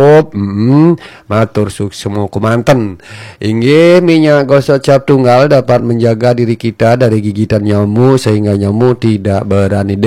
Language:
Balinese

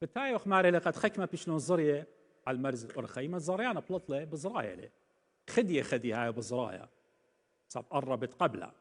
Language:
Assyrian Neo-Aramaic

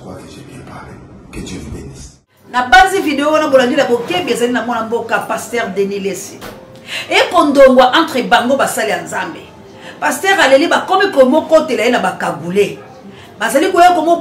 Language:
Lingala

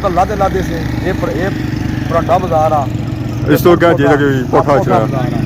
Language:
Pahari-Potwari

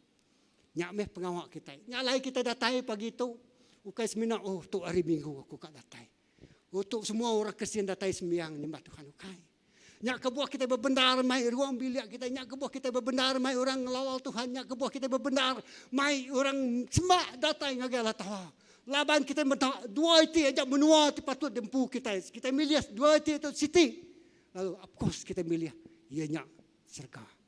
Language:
Iban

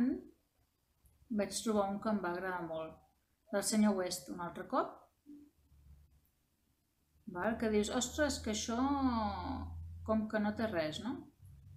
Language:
Catalan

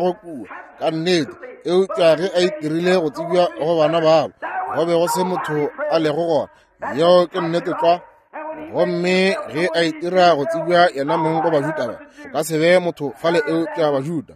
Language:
Northern Sotho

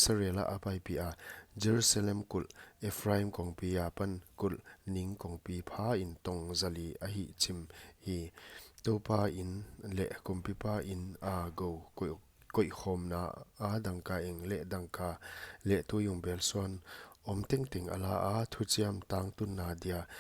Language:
Paite Chin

